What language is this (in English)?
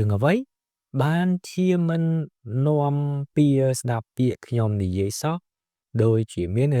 Khmer